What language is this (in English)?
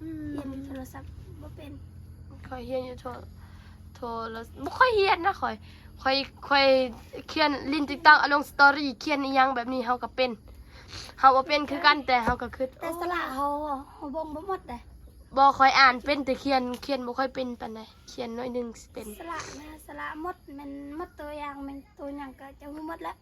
Northeastern Thai